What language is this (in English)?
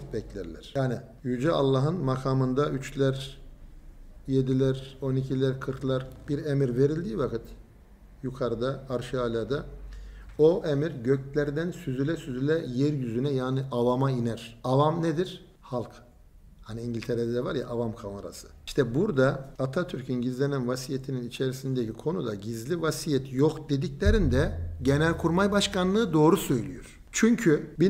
Turkish